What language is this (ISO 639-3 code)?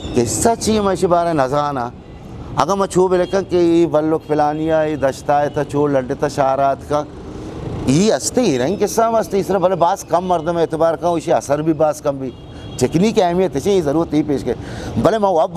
bgp